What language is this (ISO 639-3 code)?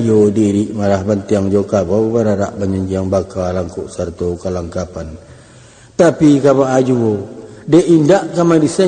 min